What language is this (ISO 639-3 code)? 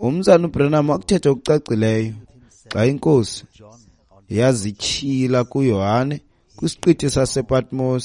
xho